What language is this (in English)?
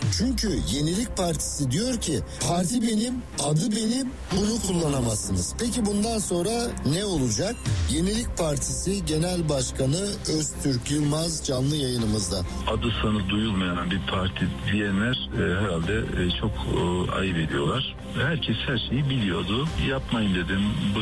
Turkish